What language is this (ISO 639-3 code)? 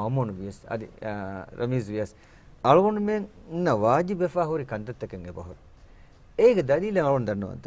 div